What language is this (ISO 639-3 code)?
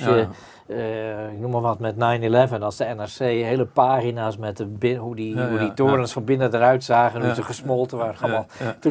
nld